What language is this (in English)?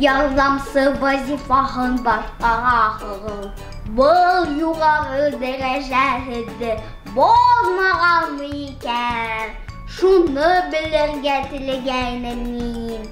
Bashkir